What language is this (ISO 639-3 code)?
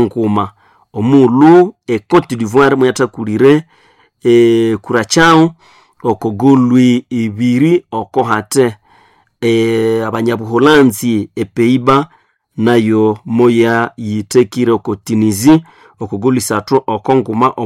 nnb